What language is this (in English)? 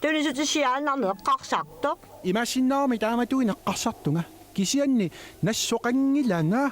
Kalaallisut